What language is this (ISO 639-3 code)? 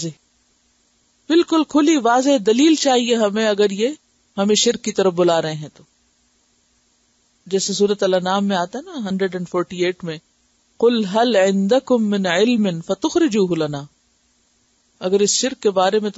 urd